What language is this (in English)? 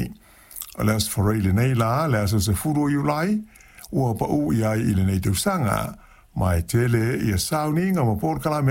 Samoan